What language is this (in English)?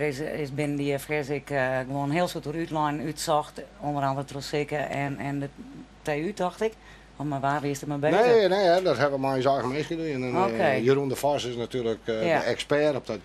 Western Frisian